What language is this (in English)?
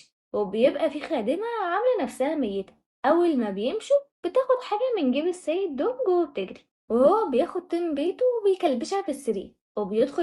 Egyptian Arabic